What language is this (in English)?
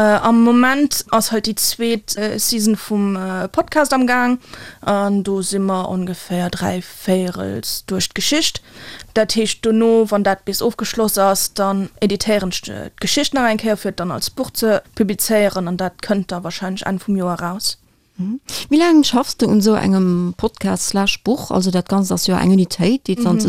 Luxembourgish